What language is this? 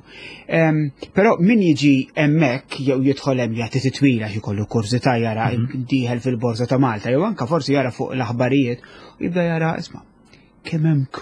Maltese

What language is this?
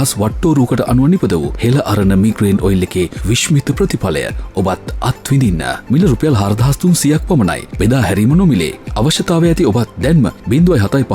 Sinhala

